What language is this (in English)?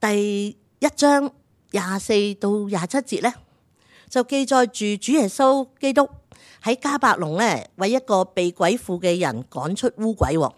Cantonese